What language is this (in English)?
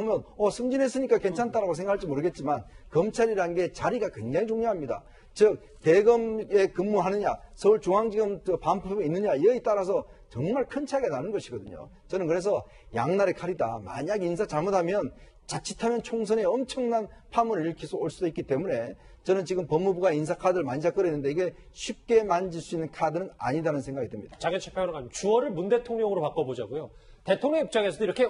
Korean